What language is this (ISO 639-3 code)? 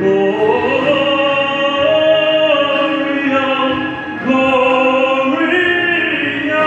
nri